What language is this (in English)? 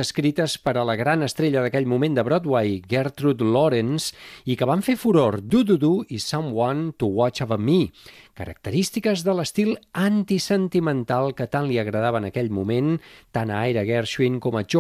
Catalan